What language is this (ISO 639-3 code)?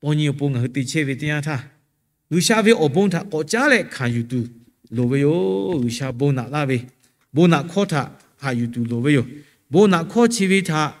lhu